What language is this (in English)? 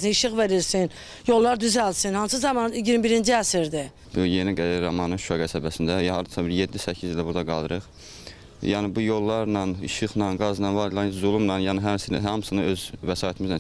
Azerbaijani